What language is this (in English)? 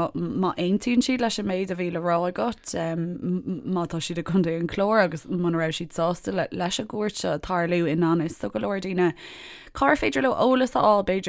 Irish